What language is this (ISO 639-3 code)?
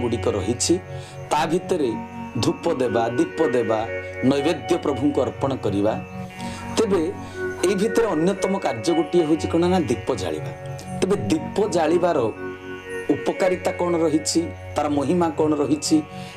ori